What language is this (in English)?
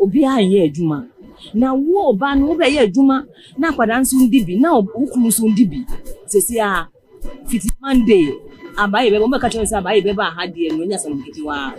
Akan